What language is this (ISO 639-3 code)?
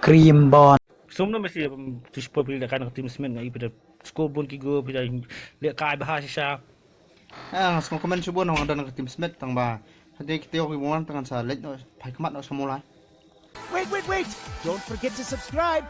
kha